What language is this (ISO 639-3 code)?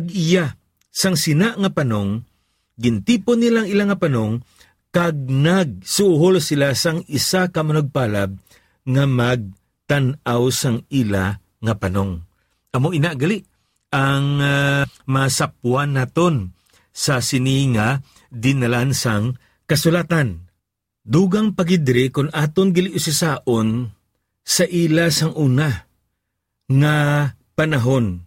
hil